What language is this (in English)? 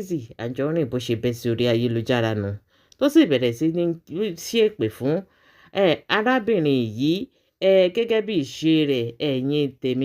Yoruba